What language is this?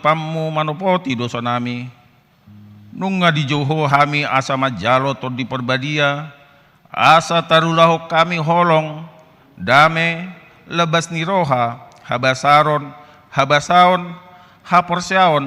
Batak Toba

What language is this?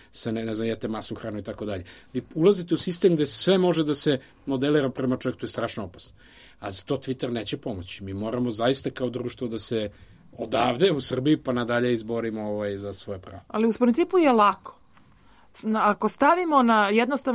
Serbian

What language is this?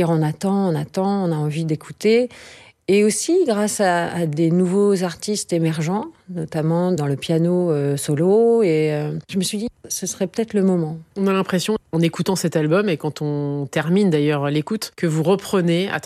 French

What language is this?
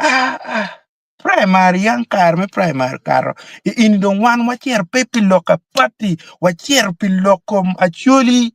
Acoli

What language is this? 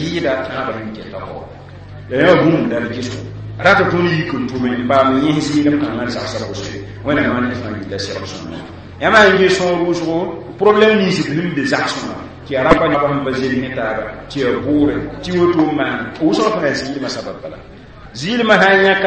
Mossi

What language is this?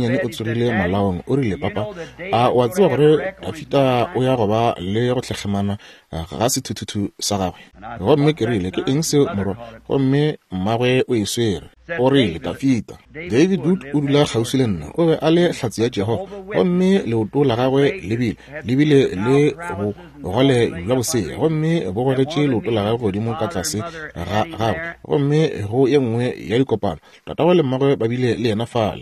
Northern Sotho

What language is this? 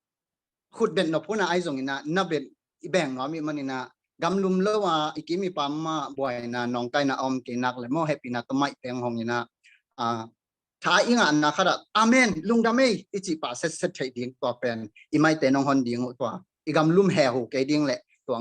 Tedim Chin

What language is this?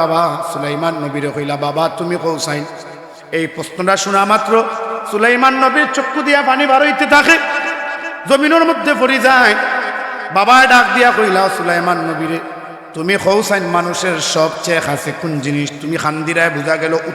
Sylheti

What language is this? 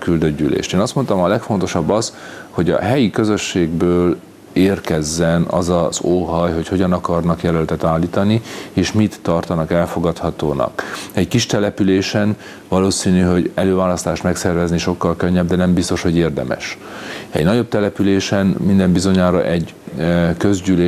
Hungarian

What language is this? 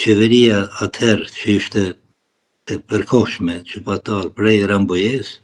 Albanian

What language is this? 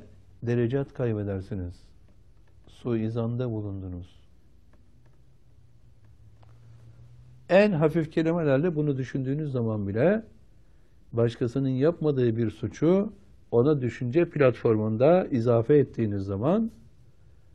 Turkish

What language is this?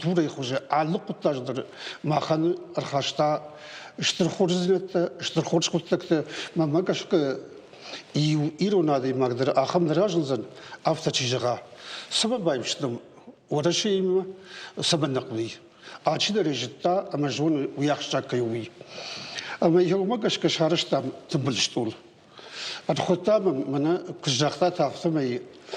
Ossetic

